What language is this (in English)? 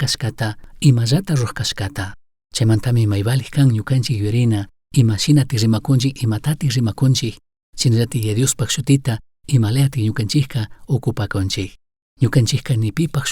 Chimborazo Highland Quichua